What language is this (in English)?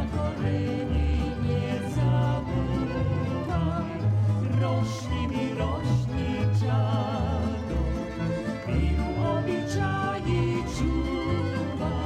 Rusyn